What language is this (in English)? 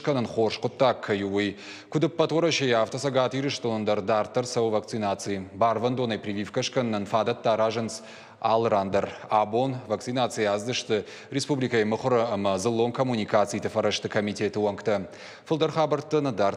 Ossetic